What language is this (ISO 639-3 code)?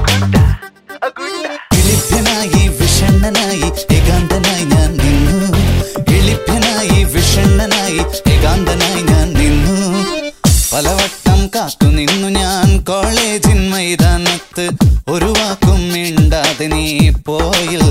mal